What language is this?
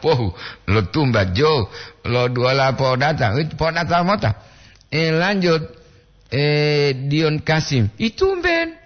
Gorontalo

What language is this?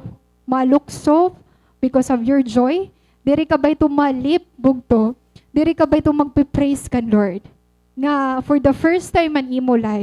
Waray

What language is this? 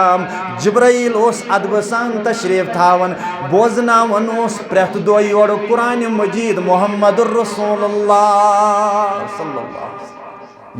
Kashmiri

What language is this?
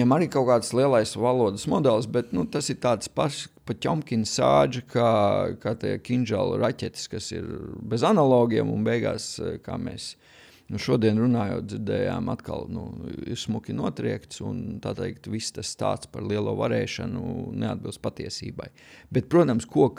Latvian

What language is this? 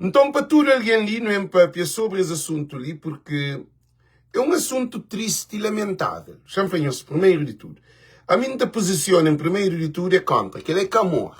Kabuverdianu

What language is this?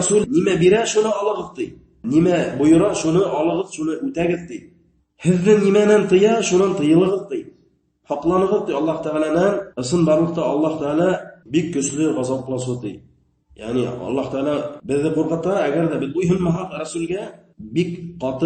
Bashkir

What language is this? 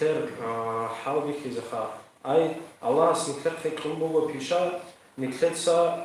Avaric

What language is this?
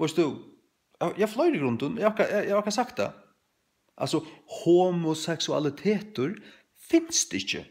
Faroese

